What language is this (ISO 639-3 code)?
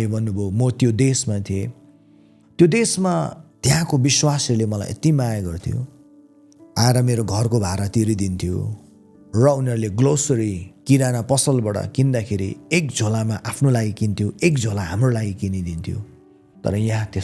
nep